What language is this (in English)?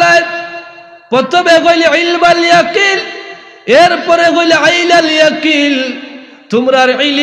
Sylheti